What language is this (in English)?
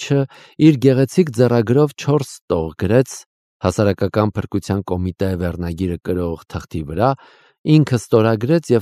Armenian